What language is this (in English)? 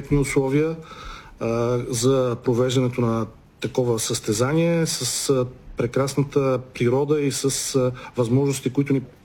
Bulgarian